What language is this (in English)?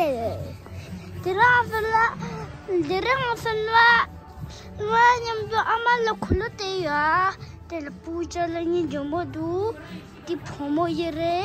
Tibetan